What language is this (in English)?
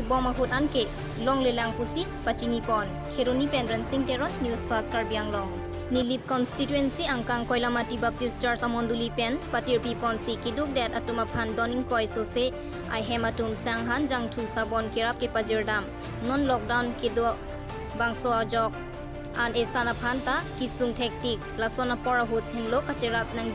Karbi